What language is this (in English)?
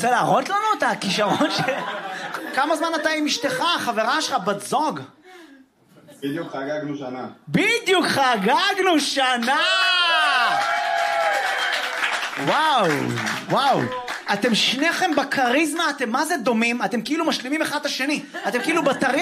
Hebrew